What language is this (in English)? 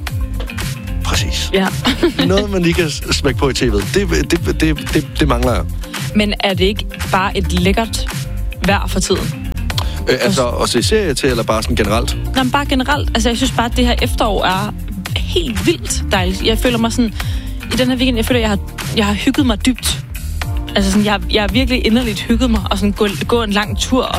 Danish